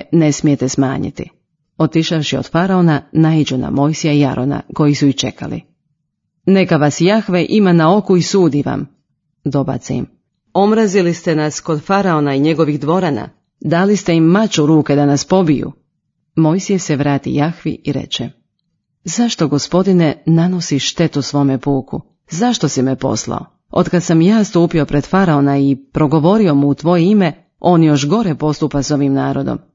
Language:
Croatian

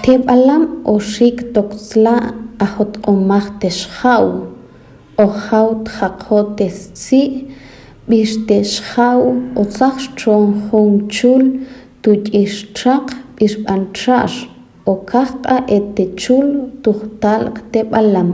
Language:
Tektiteko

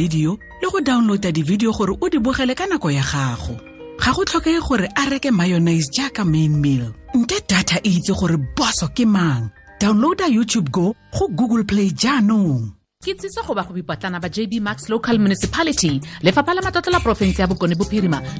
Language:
Tswana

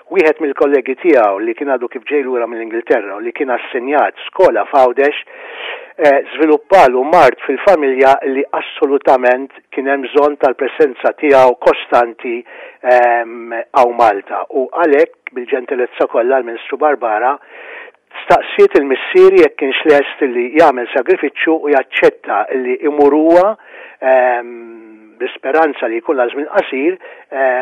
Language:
Maltese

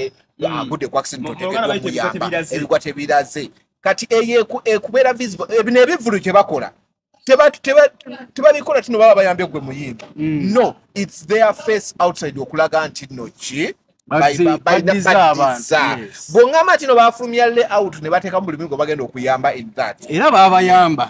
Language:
Ganda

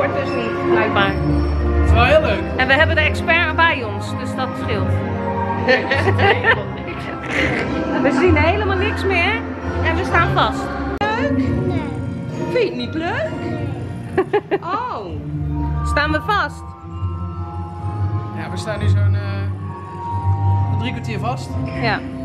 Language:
Dutch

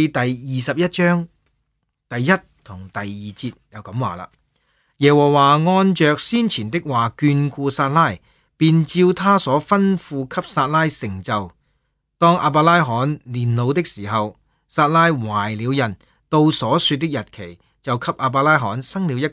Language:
Cantonese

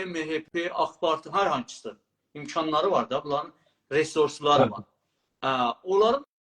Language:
South Azerbaijani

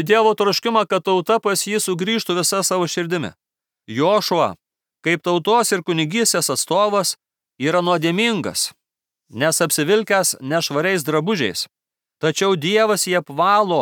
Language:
Lithuanian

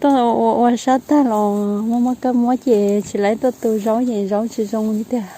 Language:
Hmong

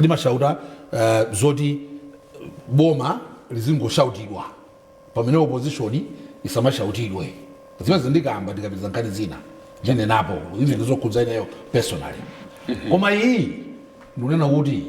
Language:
Nyanja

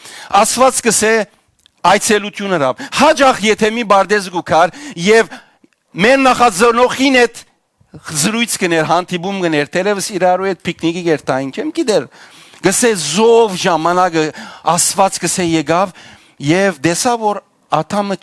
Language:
Western Armenian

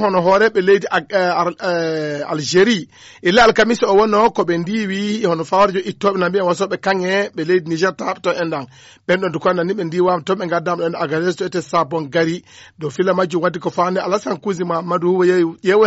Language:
Fula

